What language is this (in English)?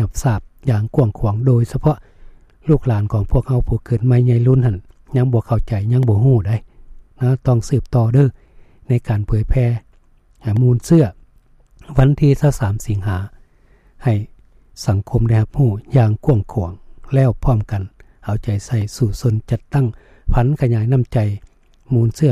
Lao